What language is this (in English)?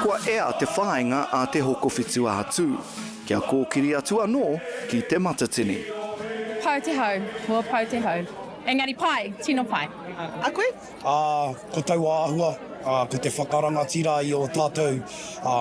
Māori